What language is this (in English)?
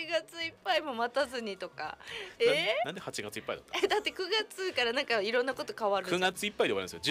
Japanese